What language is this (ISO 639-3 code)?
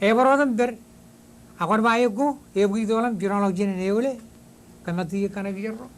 mah